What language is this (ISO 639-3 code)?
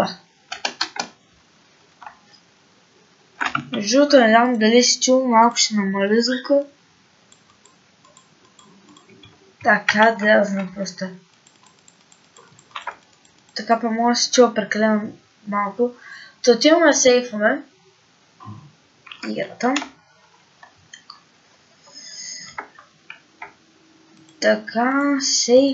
bul